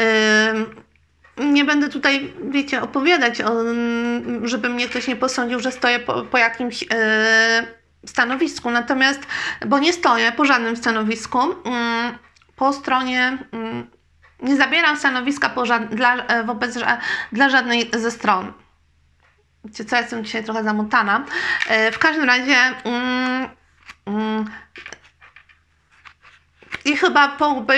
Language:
Polish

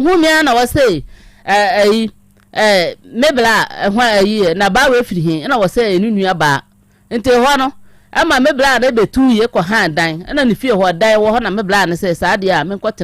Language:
Akan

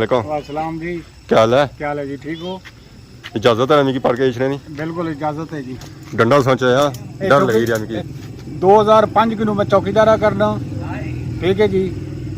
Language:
Pahari-Potwari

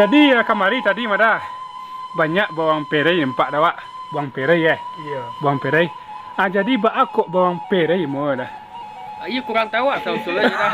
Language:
Minangkabau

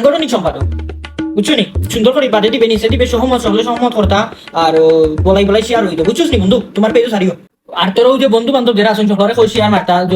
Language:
Sylheti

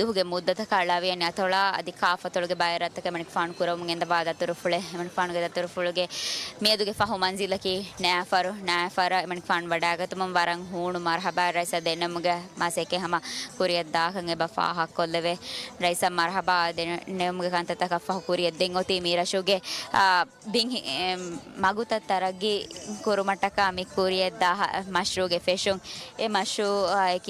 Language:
Divehi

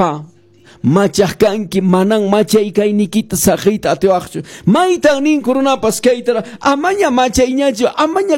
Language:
Quechua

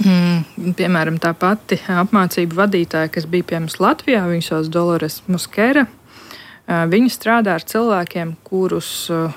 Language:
Latvian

